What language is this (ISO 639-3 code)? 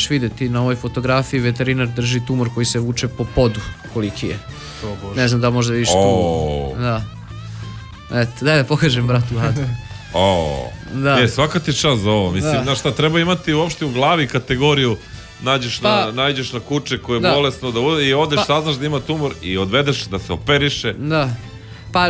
srp